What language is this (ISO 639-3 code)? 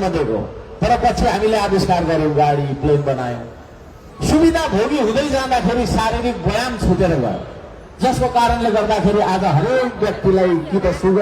nep